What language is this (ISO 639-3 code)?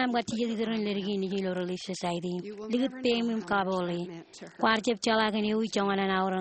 mah